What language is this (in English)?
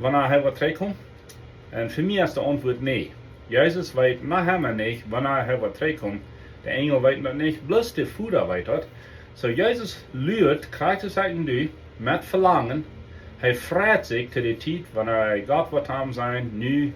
Plautdietsch